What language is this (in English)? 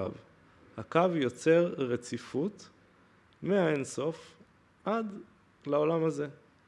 Hebrew